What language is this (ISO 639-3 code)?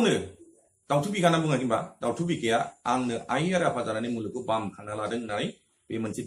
brx